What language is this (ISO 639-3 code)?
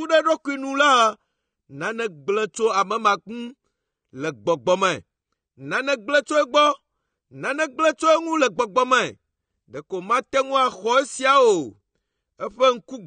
ewe